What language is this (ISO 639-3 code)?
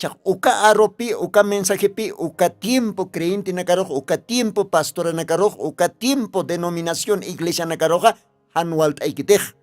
aym